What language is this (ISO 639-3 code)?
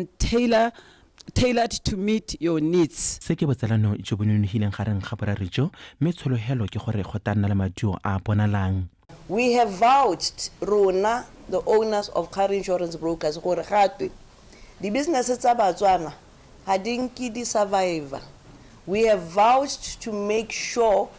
tsn